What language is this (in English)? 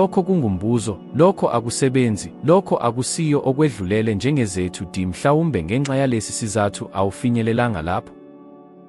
Zulu